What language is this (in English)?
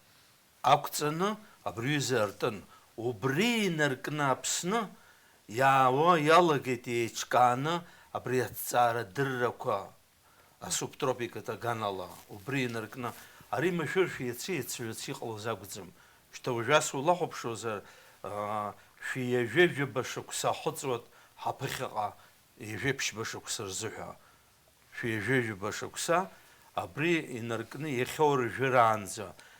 Abkhazian